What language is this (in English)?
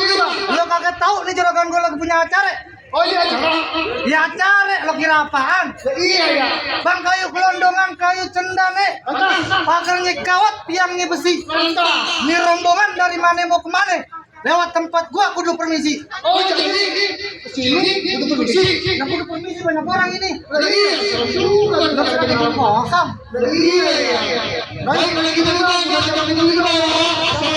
Betawi